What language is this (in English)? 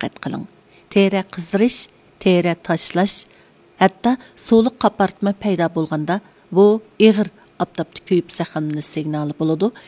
Uyghur